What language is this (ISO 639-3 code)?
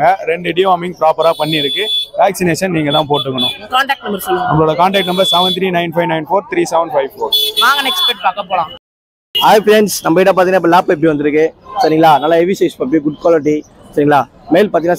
tam